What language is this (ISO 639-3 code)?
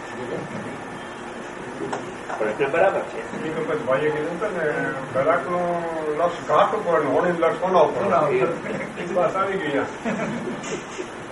guj